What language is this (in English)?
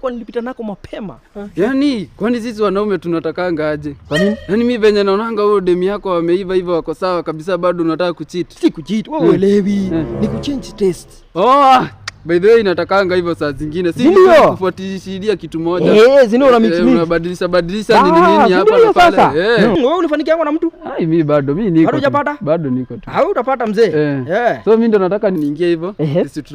Swahili